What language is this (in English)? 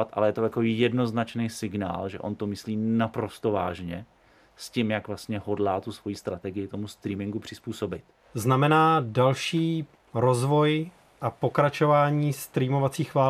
Czech